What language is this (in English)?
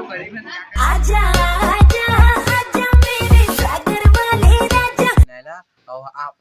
Chhattisgarhi